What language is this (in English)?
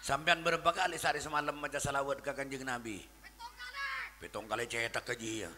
Madurese